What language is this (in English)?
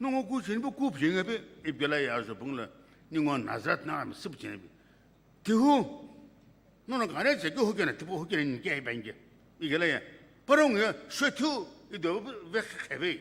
Sumi Naga